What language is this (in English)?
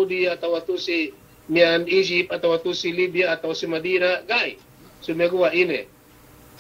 Yakan